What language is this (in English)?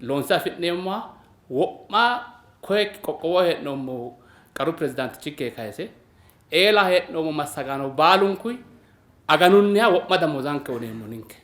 Sidamo